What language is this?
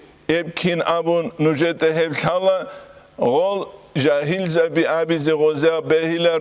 Avaric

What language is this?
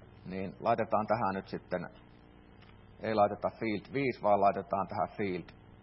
Finnish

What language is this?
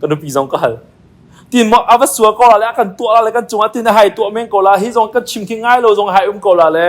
Hakha Chin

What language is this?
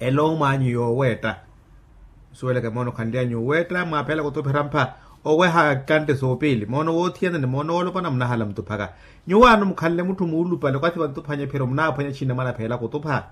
Makhuwa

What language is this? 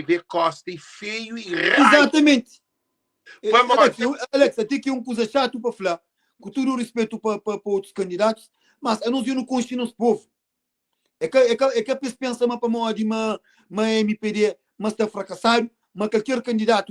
Kabuverdianu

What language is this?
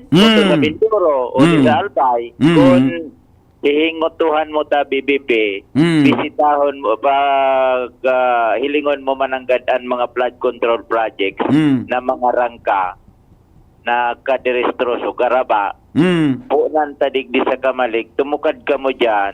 Bikol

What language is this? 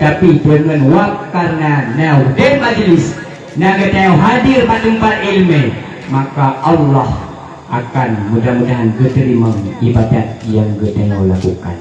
Achinese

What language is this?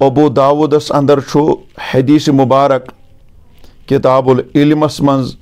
Kashmiri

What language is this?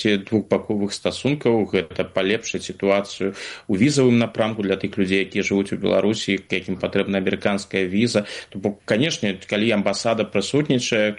Belarusian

